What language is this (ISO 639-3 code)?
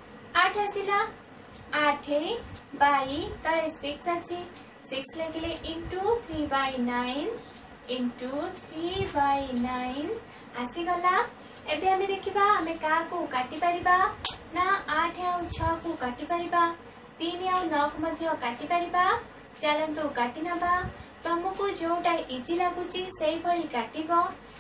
ori